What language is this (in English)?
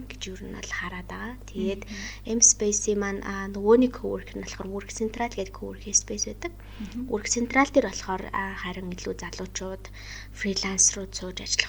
Mongolian